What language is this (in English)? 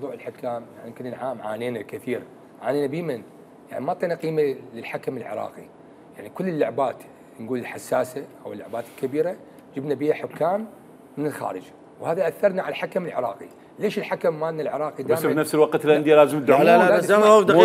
Mesopotamian Arabic